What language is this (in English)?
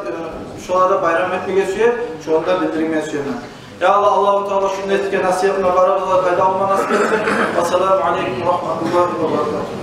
Kumyk